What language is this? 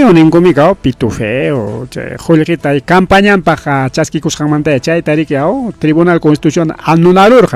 Ayacucho Quechua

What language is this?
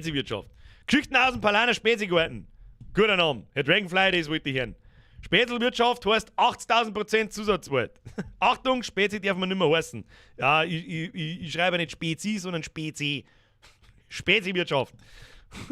Bavarian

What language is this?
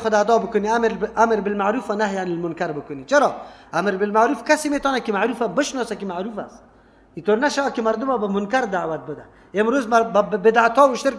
Persian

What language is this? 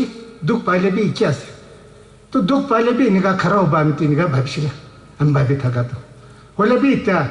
Naga Pidgin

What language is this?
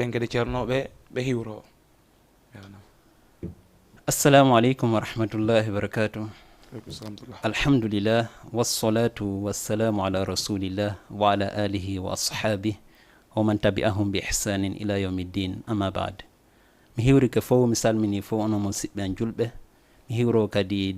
Fula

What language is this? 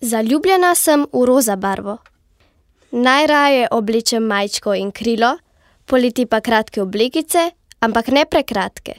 Slovenian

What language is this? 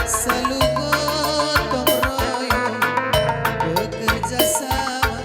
Batak Karo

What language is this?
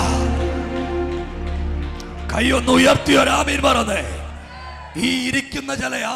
Malayalam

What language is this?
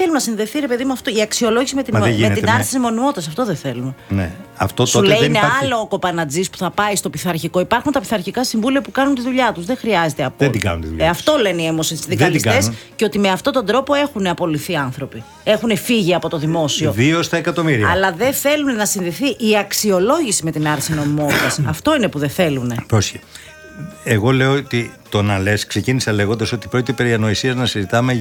Greek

